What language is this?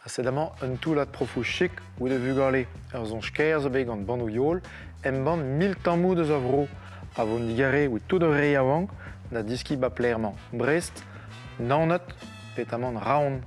Breton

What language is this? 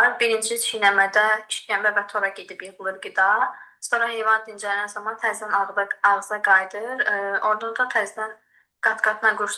Azerbaijani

